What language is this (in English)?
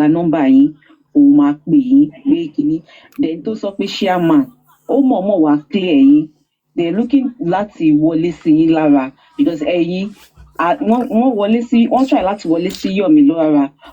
Yoruba